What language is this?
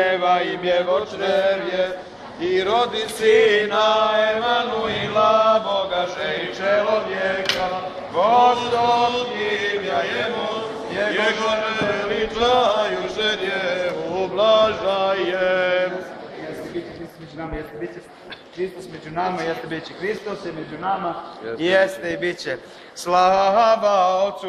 Serbian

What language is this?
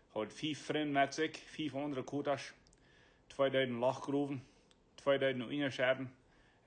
Plautdietsch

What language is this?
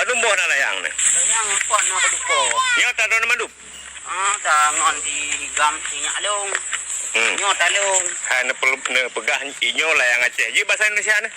Achinese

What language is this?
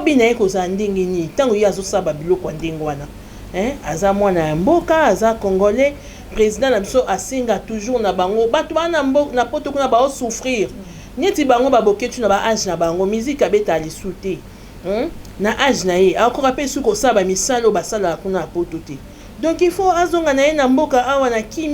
Lingala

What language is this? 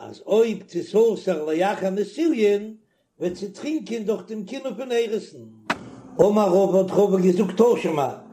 Yiddish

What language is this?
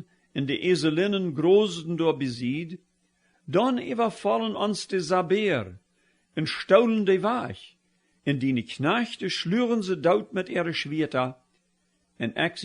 Plautdietsch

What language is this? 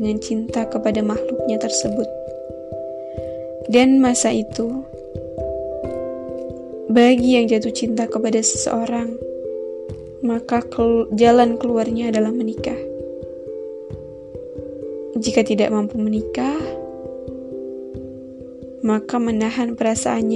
Indonesian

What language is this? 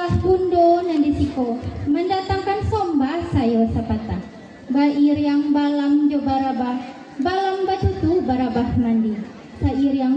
Minangkabau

